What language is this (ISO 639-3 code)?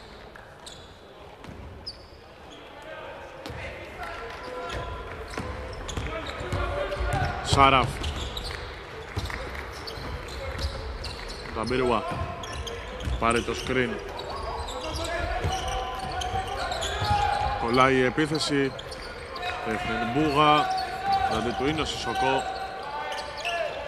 ell